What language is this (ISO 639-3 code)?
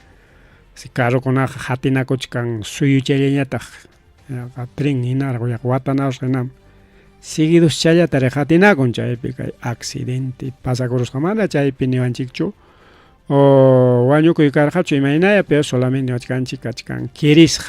quy